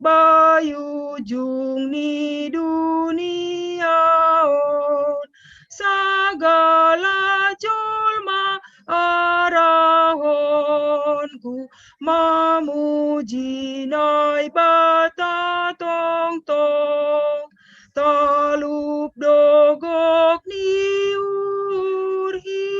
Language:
Batak Simalungun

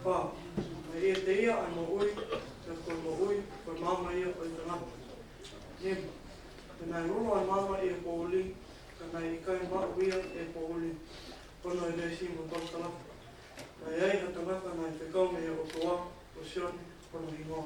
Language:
Tongan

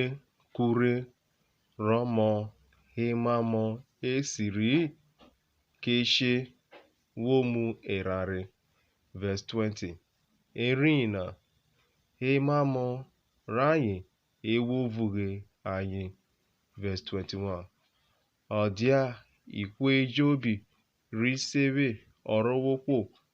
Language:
Urhobo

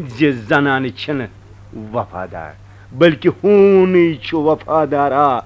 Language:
Kashmiri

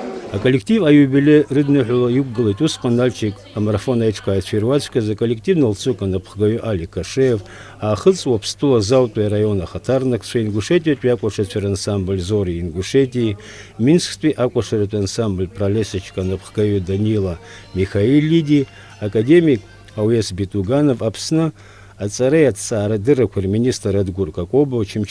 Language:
Abkhazian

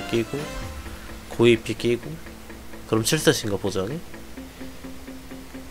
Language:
Korean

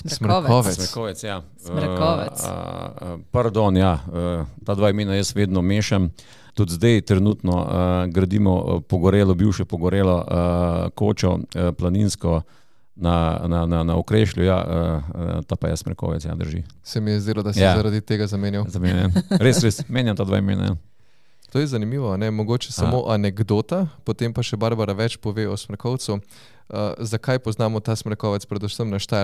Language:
Slovenian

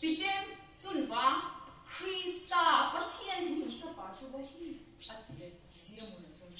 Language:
Vaiphei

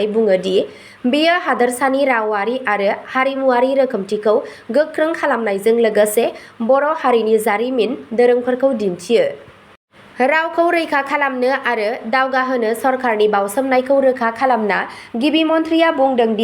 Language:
Bodo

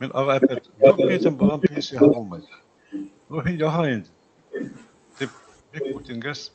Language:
Bashkir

